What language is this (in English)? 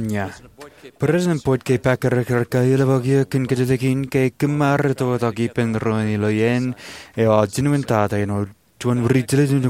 Marshallese